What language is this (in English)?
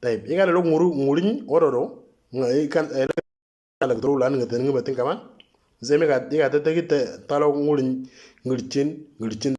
Moro